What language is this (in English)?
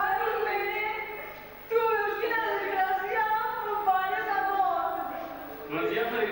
Catalan